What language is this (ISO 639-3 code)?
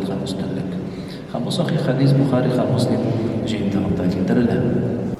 tat